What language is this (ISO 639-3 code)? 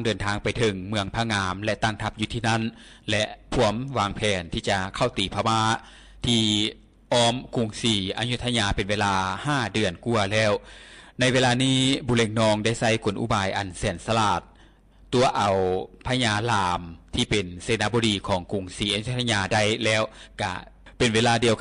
lao